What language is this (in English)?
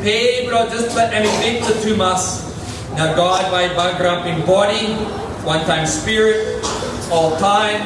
Tok Pisin